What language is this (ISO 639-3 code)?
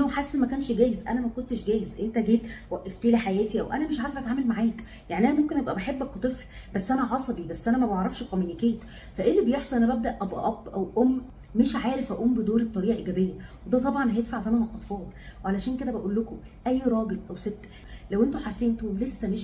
arz